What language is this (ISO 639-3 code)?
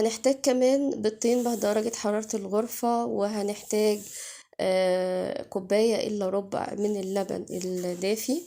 arz